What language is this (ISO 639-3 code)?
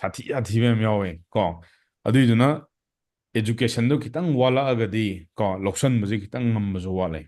mni